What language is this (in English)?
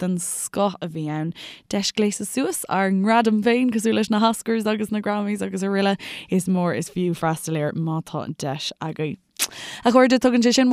Irish